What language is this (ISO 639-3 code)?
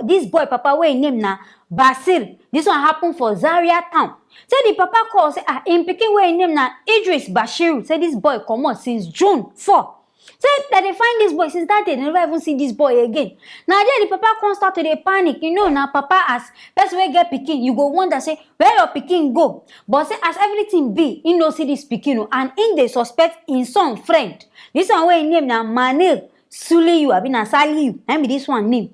pcm